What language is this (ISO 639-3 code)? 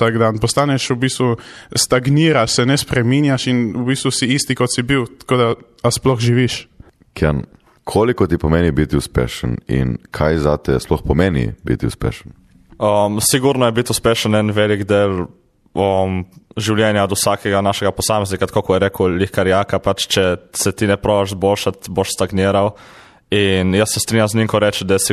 slv